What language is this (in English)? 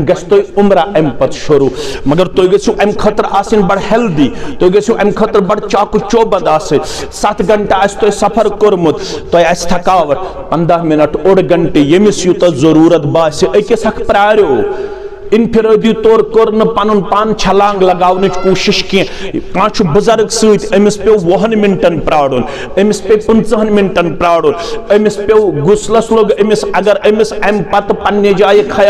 Kashmiri